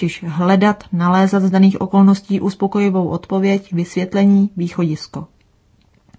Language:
Czech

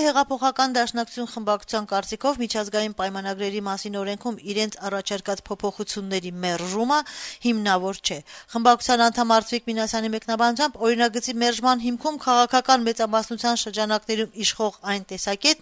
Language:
Armenian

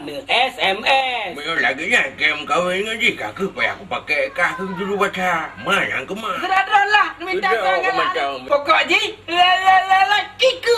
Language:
Achinese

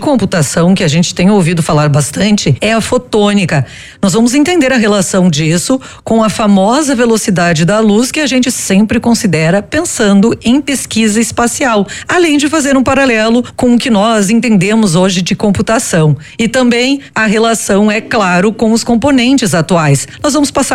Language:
Portuguese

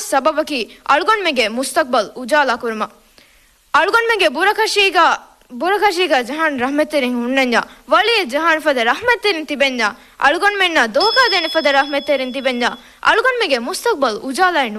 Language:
Divehi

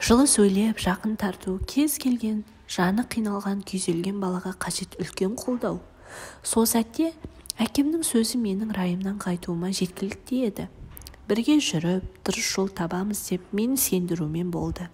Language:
Kazakh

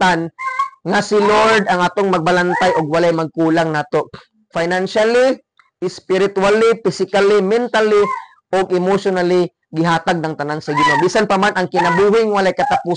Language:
Cebuano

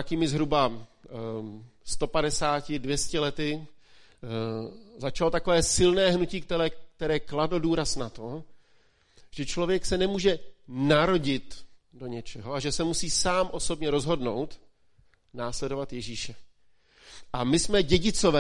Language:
Czech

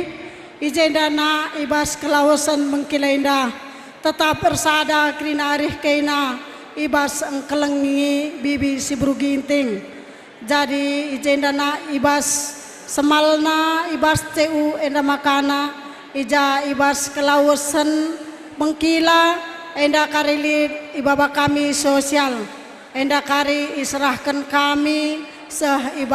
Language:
Batak Karo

